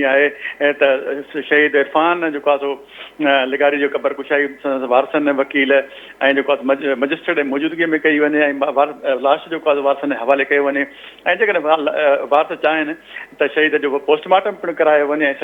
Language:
Sindhi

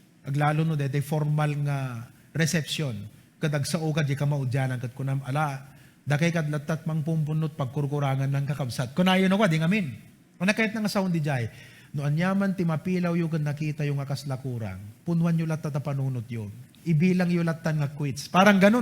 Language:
Iloko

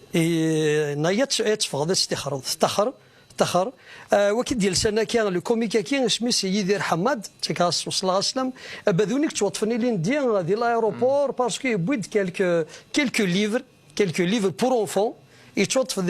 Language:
Kabyle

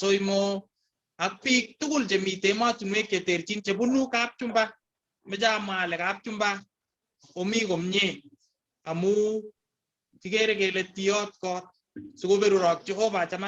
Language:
Kalenjin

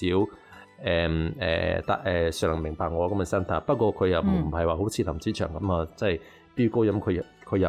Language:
Cantonese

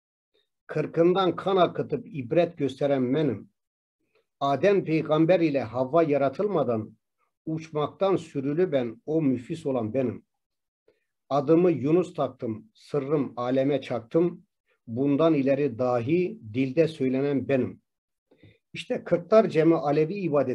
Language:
Turkish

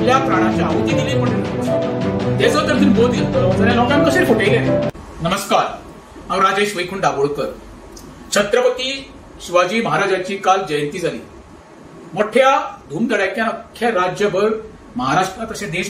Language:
Konkani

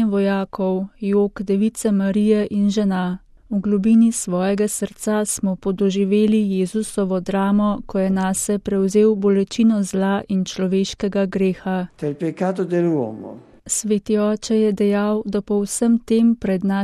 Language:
Slovenian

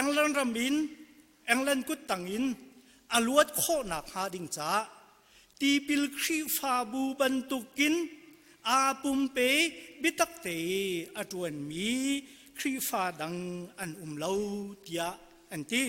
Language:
Hakha Chin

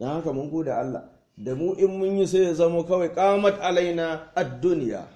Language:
Hausa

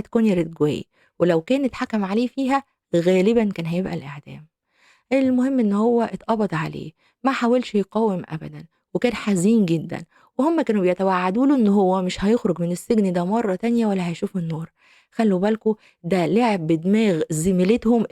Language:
Egyptian Arabic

